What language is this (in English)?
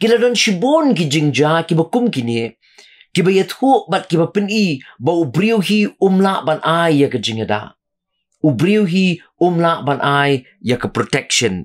Khasi